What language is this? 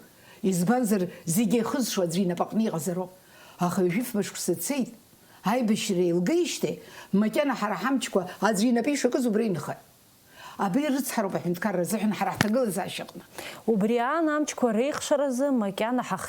Abkhazian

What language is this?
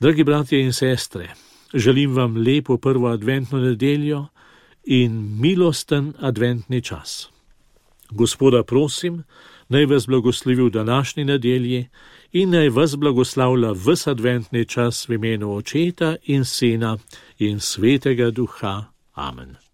Slovenian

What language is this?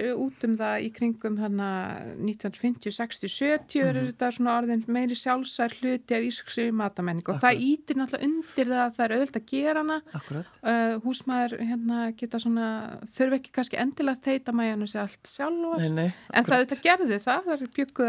Icelandic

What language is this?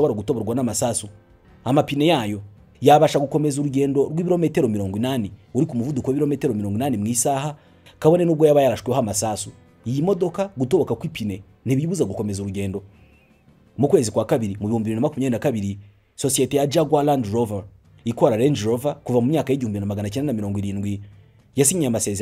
Kinyarwanda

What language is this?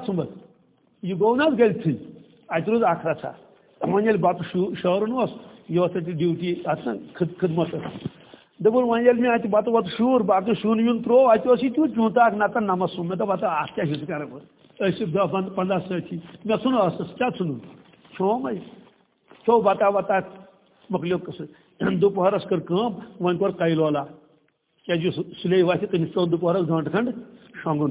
Kashmiri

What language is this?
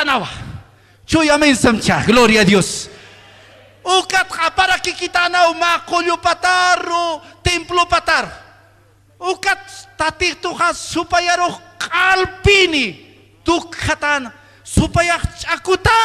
Aymara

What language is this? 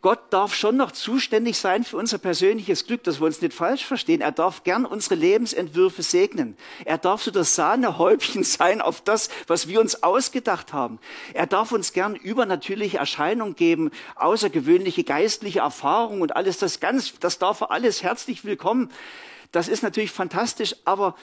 Swiss German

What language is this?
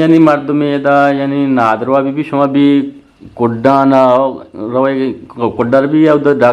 Eastern Balochi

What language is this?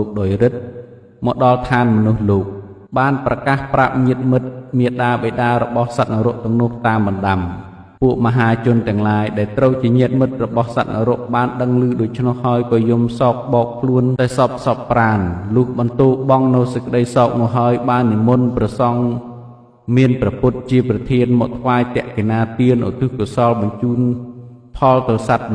Khmer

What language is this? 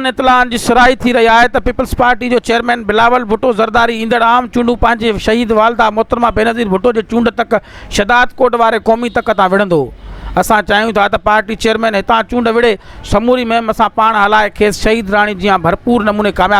Sindhi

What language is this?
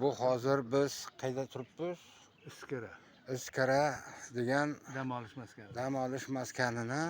Uzbek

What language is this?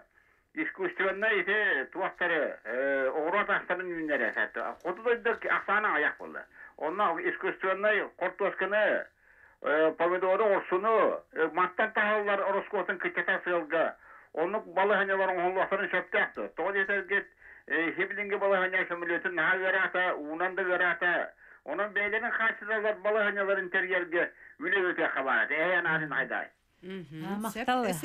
Yakut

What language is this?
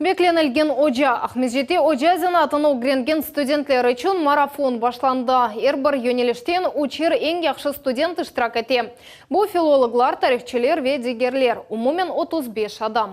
Crimean Tatar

